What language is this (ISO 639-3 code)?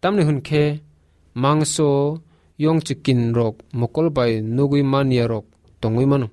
trp